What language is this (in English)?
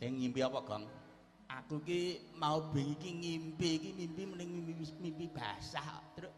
Javanese